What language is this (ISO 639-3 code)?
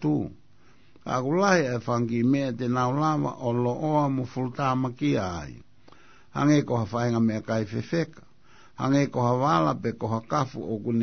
ton